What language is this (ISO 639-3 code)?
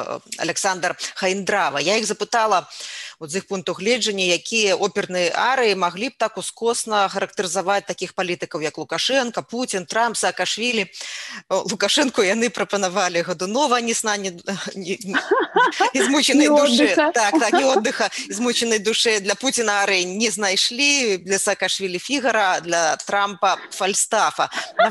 bel